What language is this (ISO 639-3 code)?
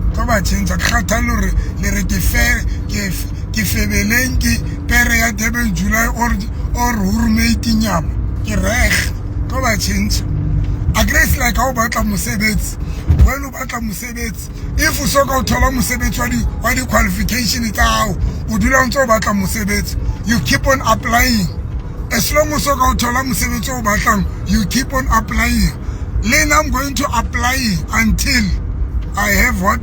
sot